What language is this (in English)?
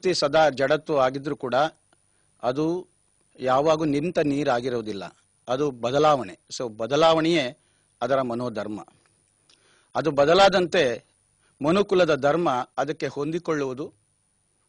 Kannada